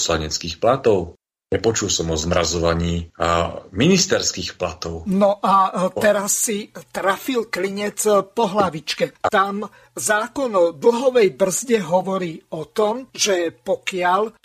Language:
Slovak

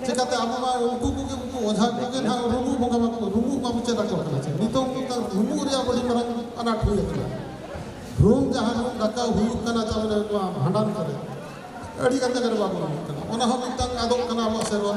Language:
Santali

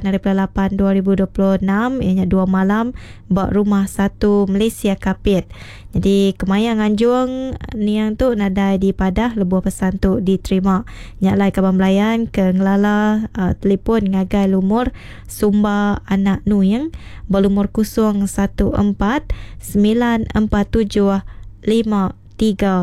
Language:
Iban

